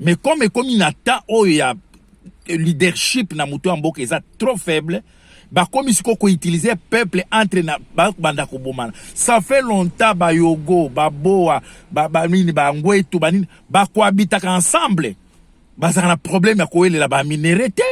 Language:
Lingala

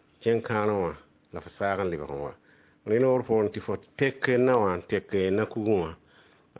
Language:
Mossi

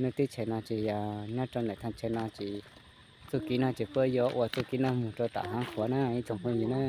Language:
Hmong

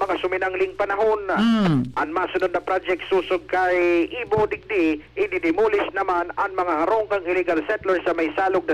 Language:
Bikol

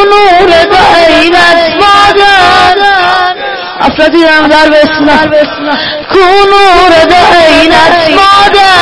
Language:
Persian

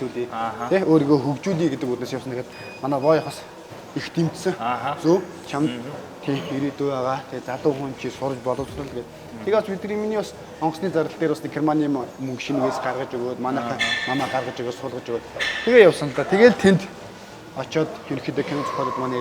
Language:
Mongolian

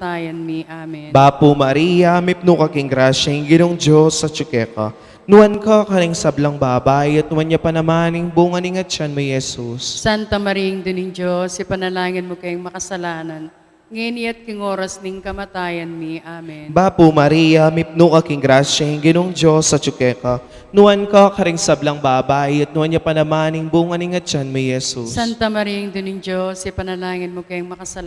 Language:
Pampanga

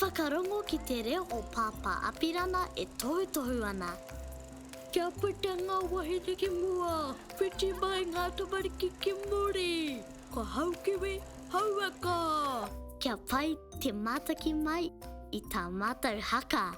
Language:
Māori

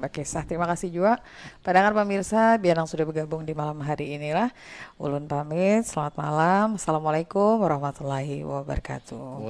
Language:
Banjar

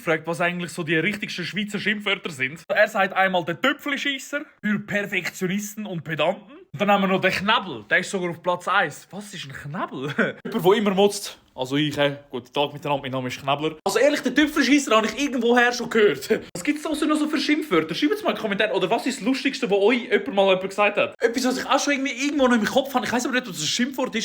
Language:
Swiss German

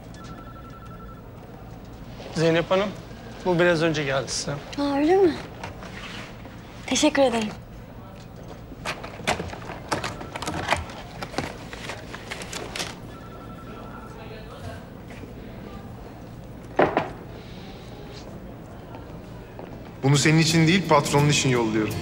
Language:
Turkish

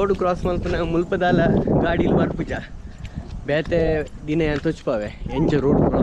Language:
Tulu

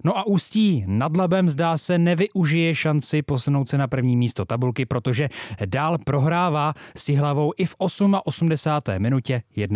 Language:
Czech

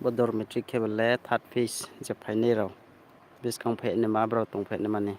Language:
Riang (India)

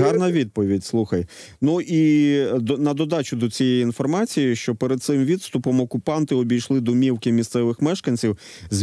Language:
Ukrainian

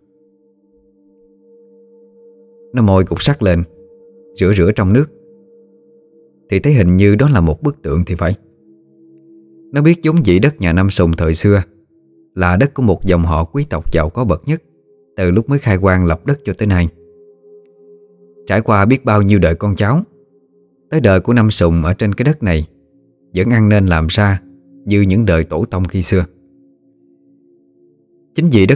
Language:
Vietnamese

